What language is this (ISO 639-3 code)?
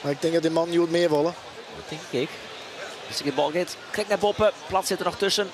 fry